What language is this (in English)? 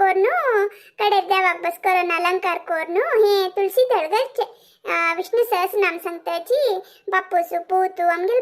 Konkani